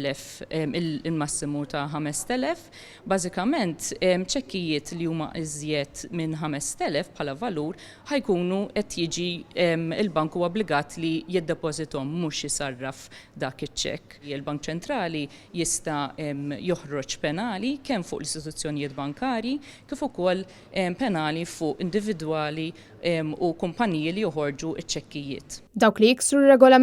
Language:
Maltese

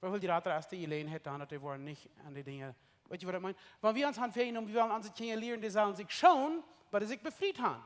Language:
Plautdietsch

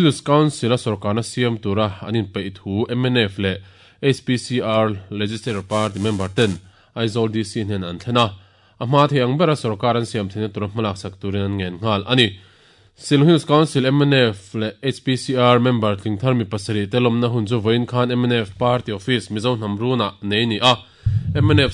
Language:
Mizo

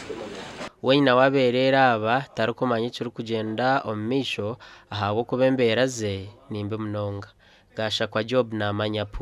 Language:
Nyankole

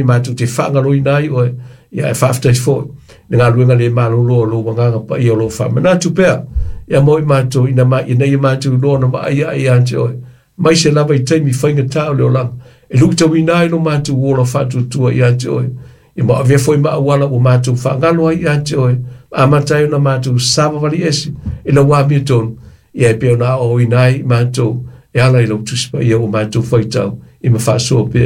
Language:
Samoan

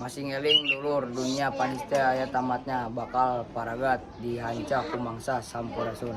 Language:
Sundanese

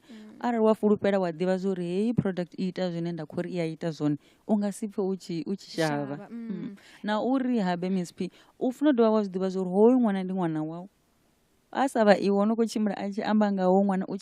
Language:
Venda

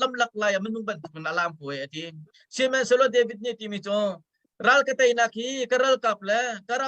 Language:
Hakha Chin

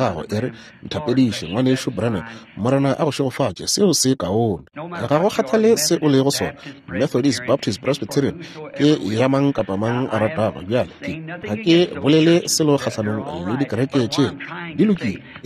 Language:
Northern Sotho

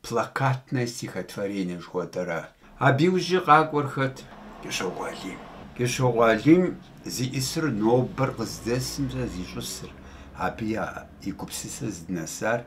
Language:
Kabardian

